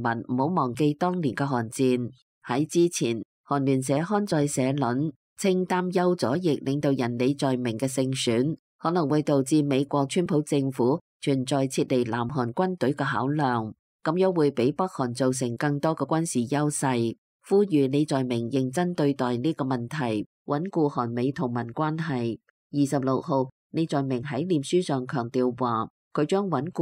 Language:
Cantonese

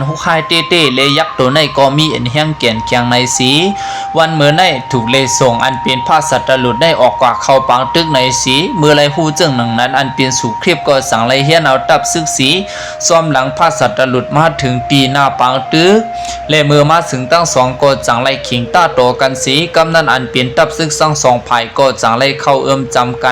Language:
Shan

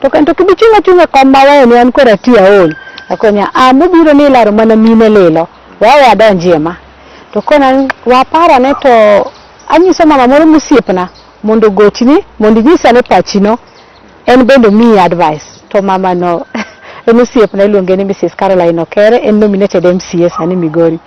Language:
Luo (Kenya and Tanzania)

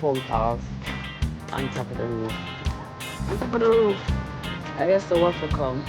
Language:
Jamaican Creole English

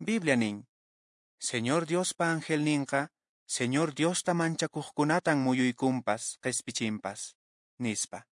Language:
Quechua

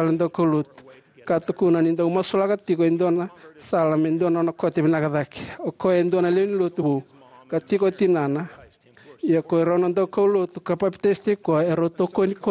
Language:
Fijian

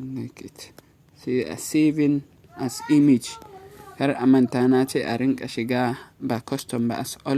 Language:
Hausa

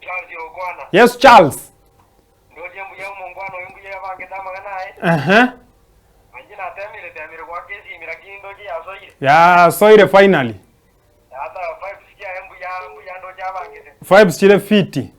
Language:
Gusii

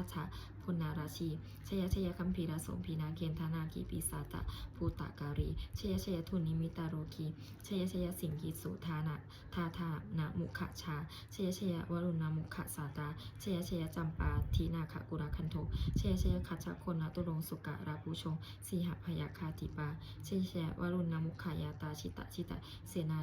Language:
Pali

